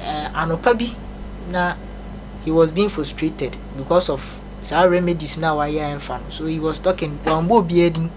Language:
Akan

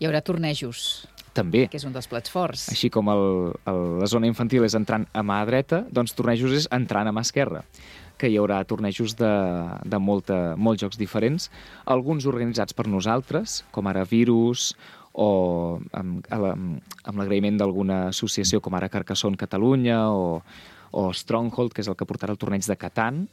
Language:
Catalan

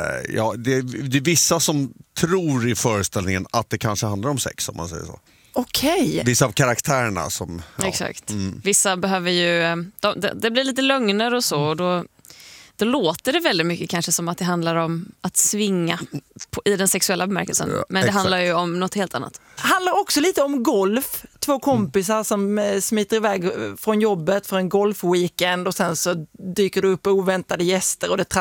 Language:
Swedish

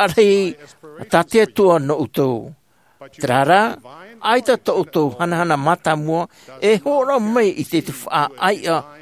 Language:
Tahitian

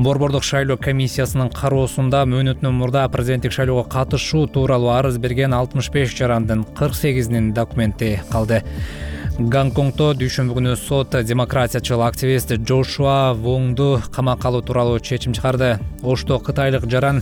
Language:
Kyrgyz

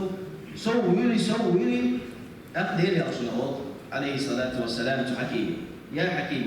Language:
Chechen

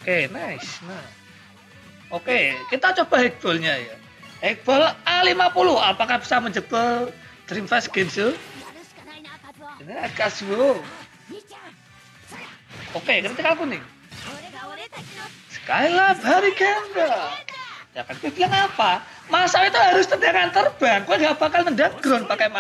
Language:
Indonesian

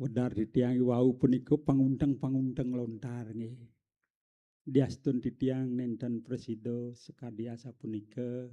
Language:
Balinese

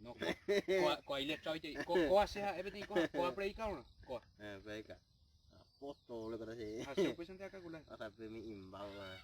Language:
Guarani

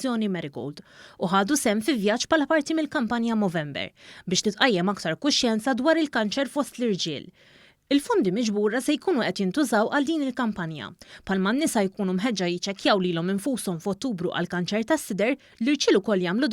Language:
Maltese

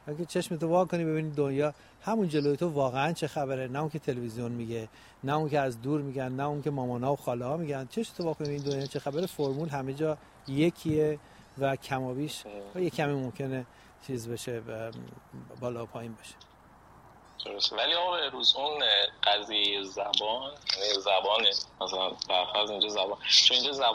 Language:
Persian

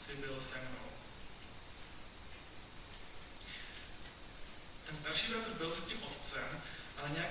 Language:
Czech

